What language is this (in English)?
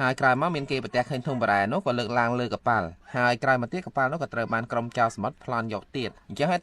Khmer